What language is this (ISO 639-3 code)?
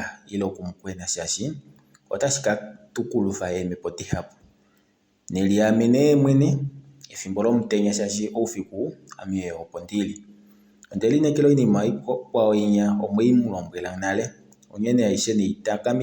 kua